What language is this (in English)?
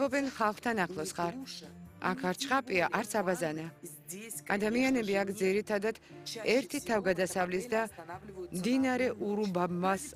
Georgian